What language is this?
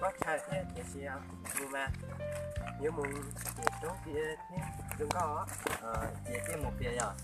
Hmong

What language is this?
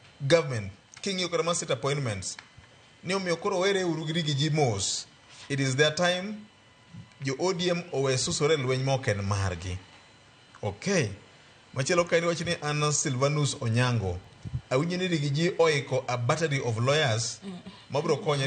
Luo (Kenya and Tanzania)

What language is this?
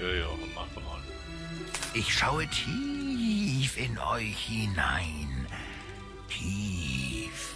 Swiss German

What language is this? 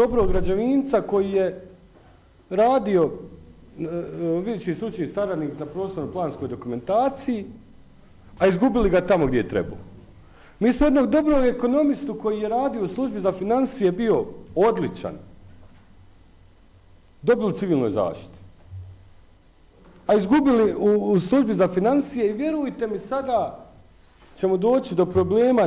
Bosnian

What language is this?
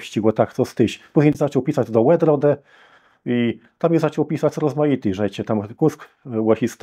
Kashubian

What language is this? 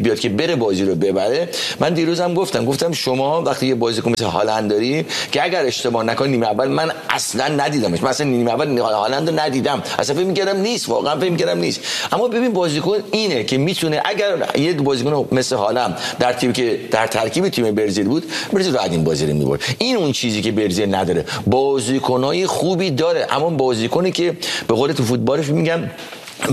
Persian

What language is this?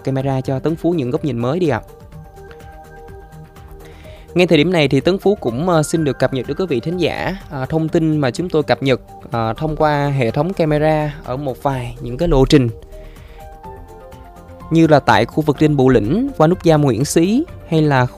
Vietnamese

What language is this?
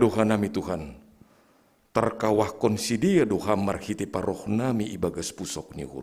Batak Simalungun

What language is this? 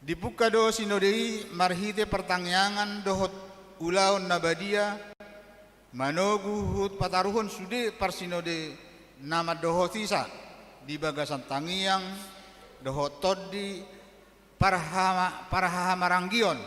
Batak Toba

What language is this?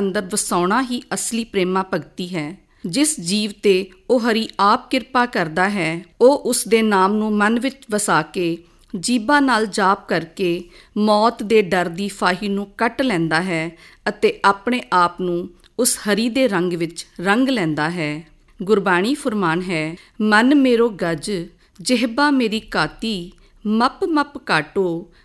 Punjabi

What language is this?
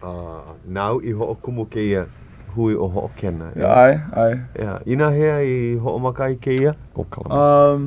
Hawaiian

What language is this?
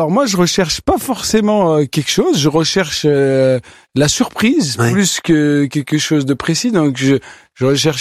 French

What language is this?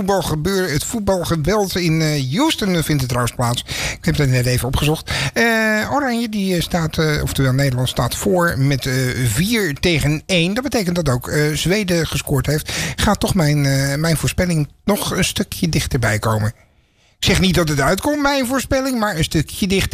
Dutch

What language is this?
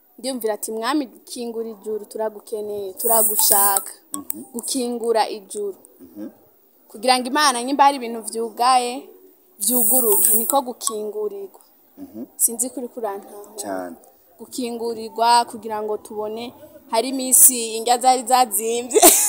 Rundi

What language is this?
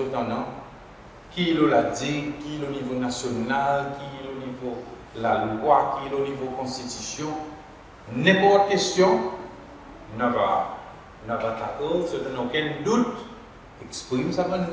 Seselwa Creole French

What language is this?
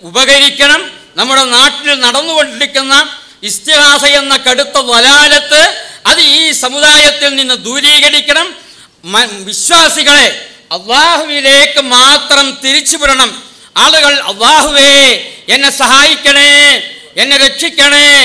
Malayalam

